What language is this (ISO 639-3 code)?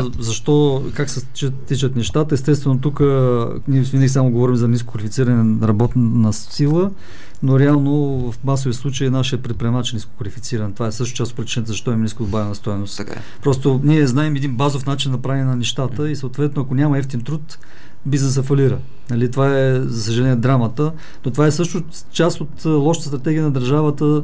bul